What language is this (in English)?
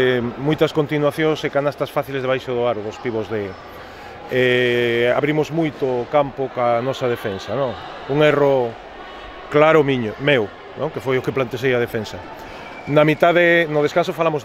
Galician